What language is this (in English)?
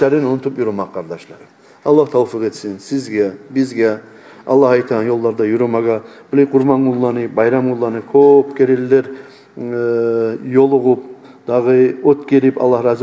Kumyk